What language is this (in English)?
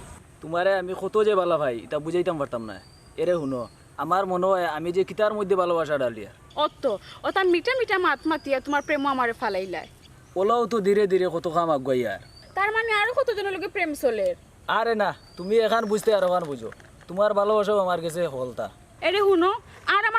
Sylheti